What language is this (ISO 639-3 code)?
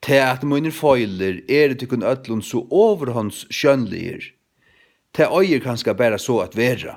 fao